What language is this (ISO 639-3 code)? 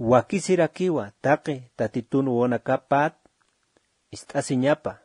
aym